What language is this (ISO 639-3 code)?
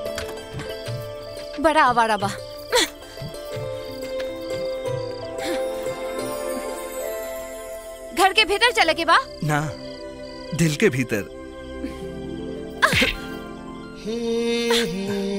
bho